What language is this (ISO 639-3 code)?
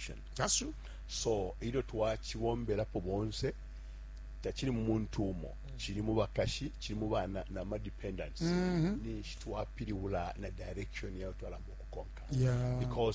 bem